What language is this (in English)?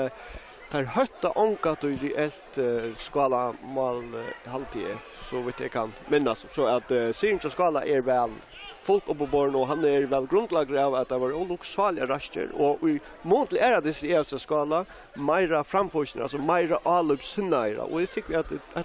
Faroese